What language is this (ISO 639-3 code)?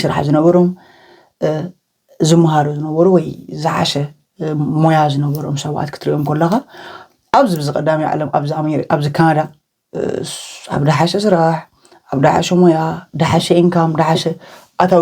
tir